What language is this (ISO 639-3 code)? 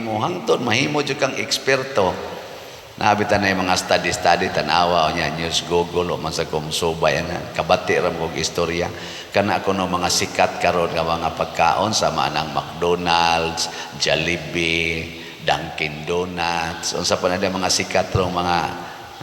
ceb